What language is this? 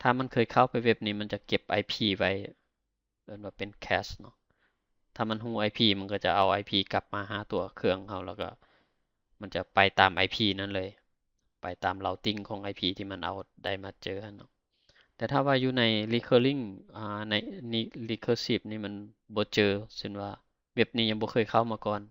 Lao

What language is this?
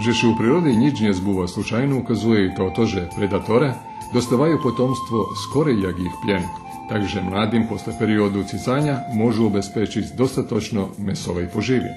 Rusyn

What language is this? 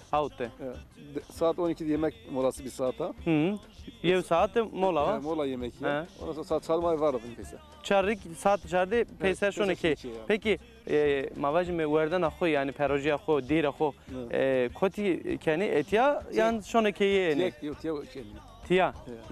Zaza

